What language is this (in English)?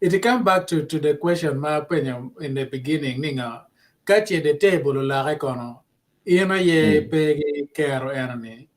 Acoli